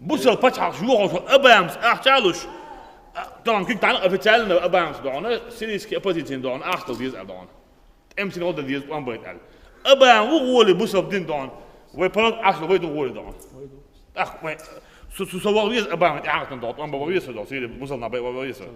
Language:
Chechen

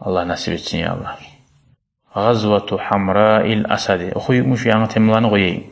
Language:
Kumyk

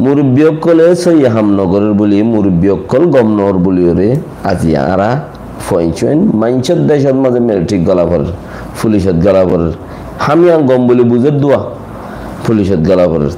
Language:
Rohingya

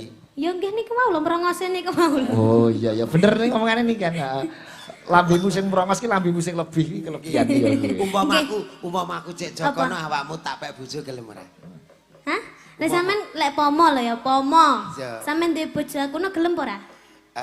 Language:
Javanese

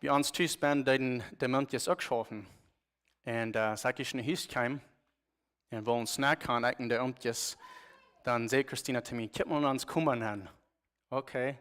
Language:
Plautdietsch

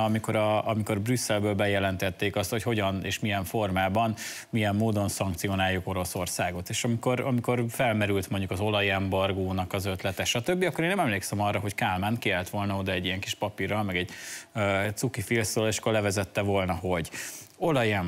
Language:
Hungarian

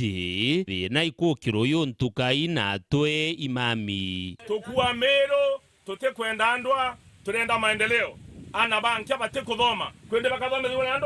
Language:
Meru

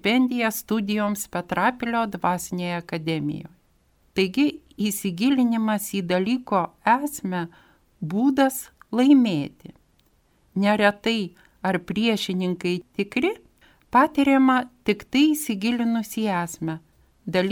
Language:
Lithuanian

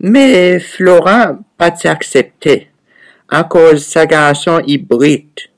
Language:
Seselwa Creole French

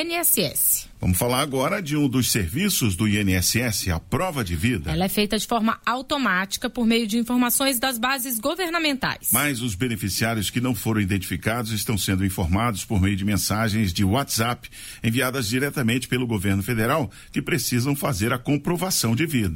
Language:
Portuguese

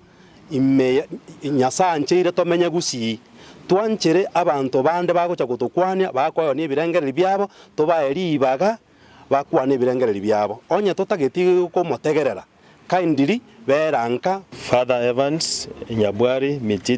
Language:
Gusii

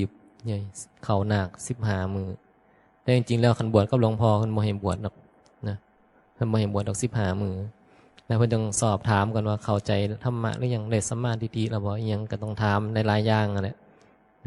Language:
Northeastern Thai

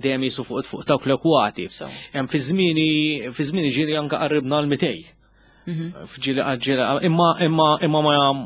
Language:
Maltese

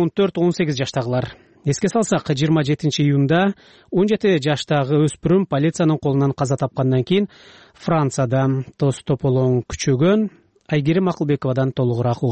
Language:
Kyrgyz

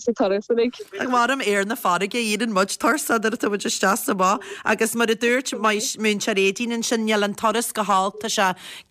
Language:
Irish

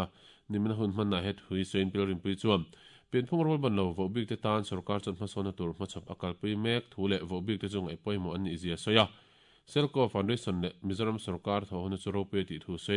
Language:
Mizo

